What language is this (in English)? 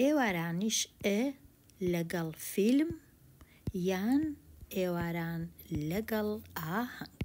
Central Kurdish